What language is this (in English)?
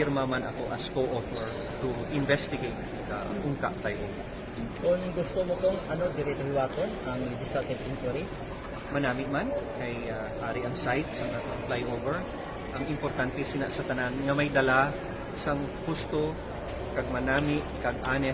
Hiligaynon